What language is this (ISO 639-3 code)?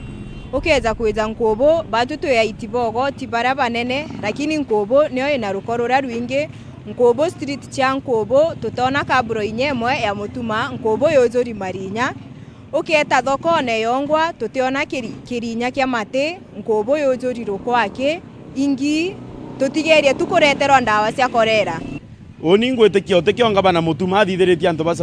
mer